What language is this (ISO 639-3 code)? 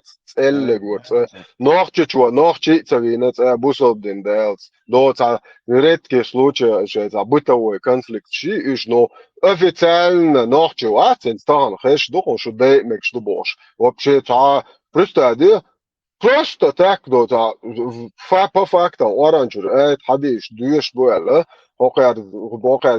che